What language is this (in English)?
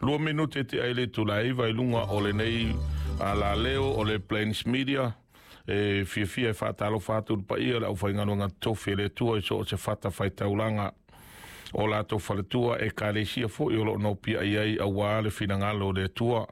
Samoan